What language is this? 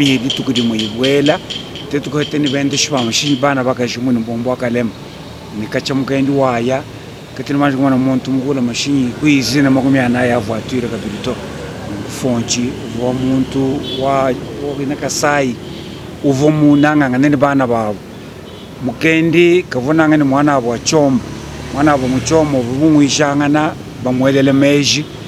Luba-Lulua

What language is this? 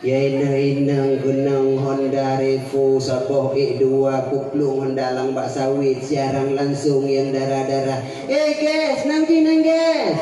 Achinese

